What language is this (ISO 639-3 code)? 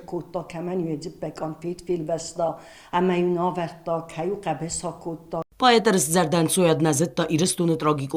oss